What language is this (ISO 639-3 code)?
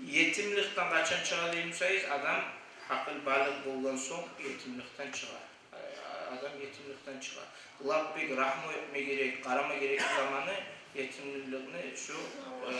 kum